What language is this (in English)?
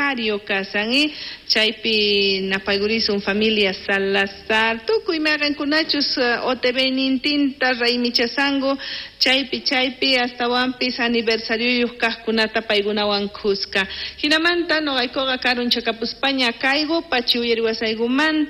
South Bolivian Quechua